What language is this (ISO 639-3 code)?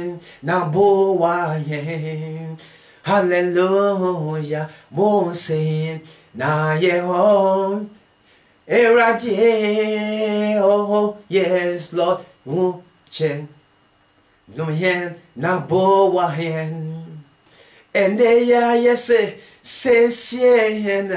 eng